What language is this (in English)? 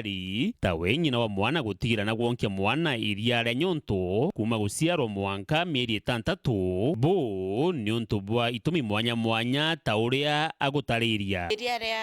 Meru